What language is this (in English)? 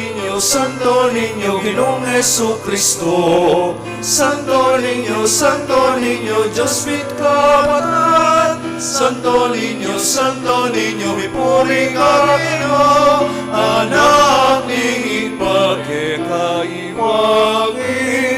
Pampanga